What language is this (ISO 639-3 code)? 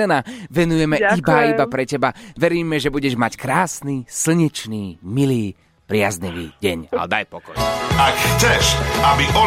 slk